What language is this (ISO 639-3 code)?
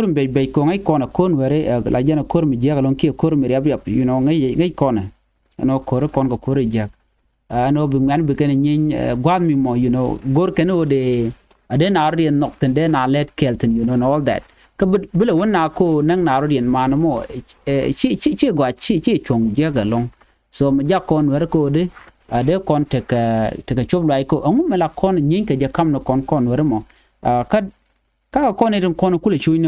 nus